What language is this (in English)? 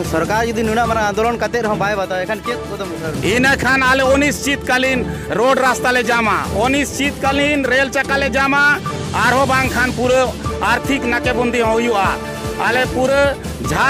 Santali